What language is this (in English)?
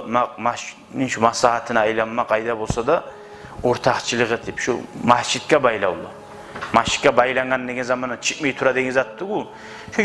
Kumyk